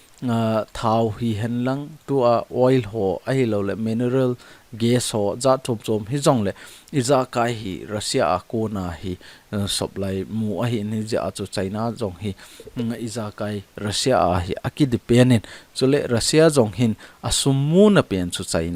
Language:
Thado Chin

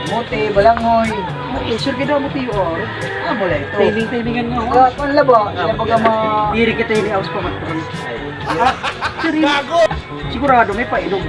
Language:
Waray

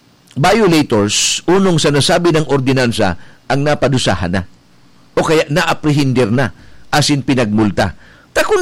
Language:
Bikol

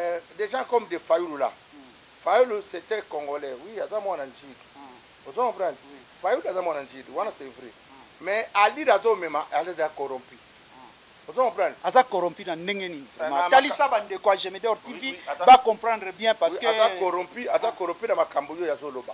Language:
Lingala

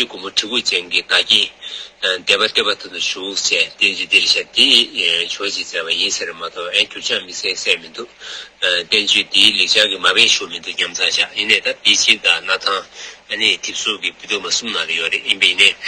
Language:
Tibetan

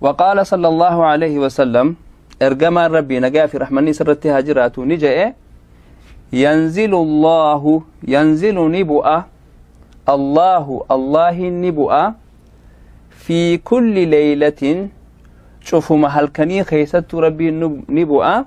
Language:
Oromo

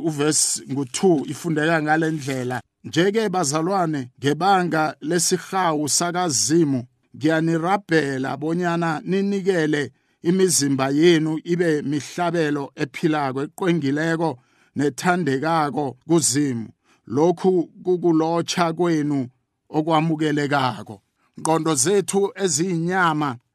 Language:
South Ndebele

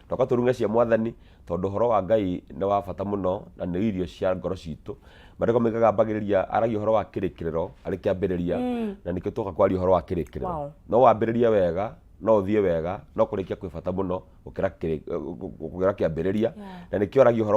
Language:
Kikuyu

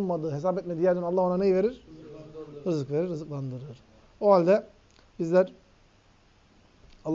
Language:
Turkish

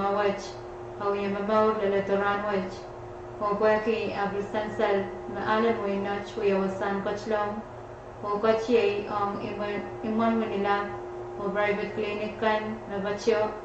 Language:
Pohnpeian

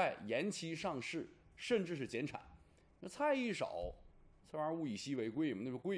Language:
Chinese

